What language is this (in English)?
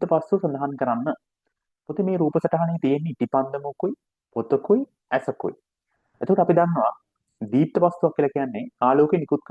Sinhala